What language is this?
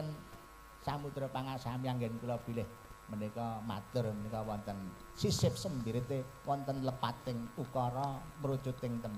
Javanese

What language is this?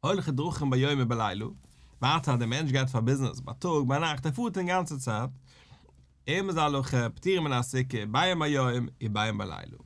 Yiddish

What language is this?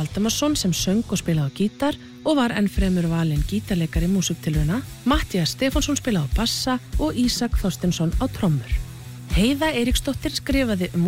Icelandic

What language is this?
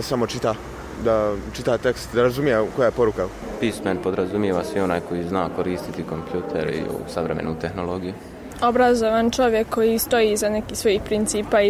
Serbian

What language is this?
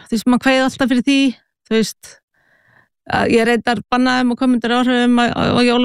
Icelandic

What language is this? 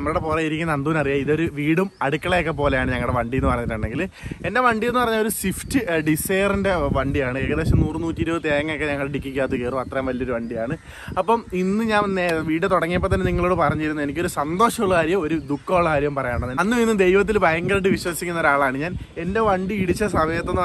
Malayalam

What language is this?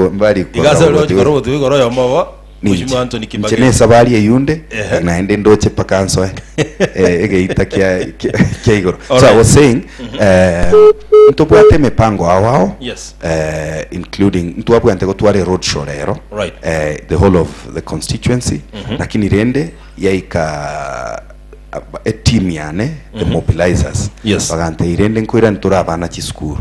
Gusii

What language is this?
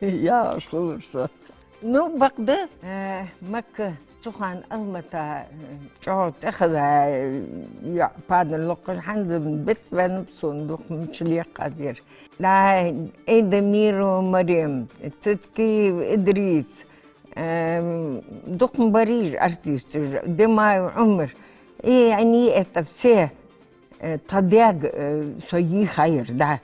Ingush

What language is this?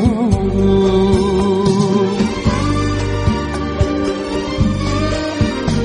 Turkish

